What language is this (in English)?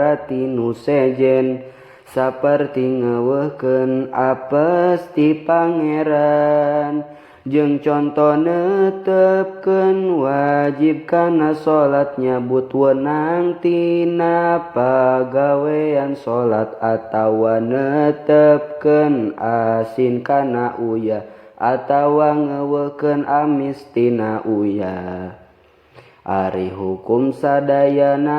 Sundanese